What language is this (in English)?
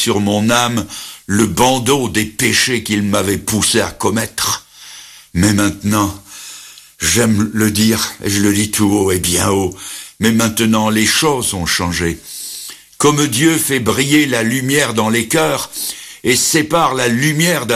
French